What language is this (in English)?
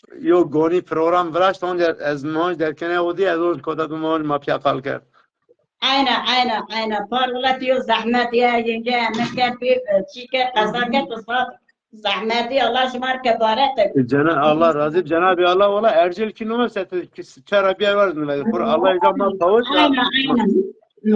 Zaza